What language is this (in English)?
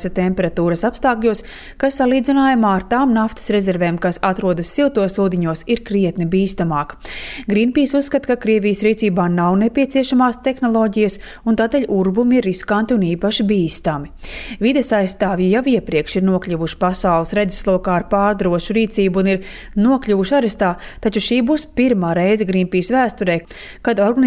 Latvian